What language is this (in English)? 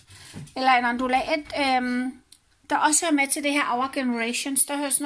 Danish